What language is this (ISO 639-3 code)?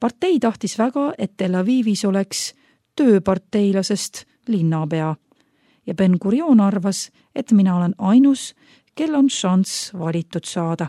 est